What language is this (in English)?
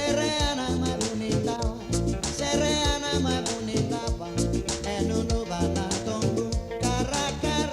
Fijian